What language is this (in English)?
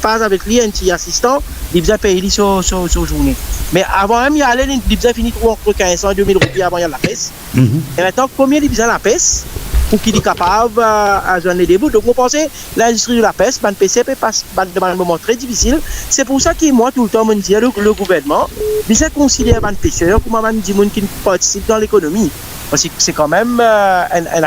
Morisyen